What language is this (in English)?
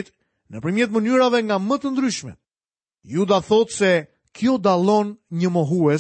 Albanian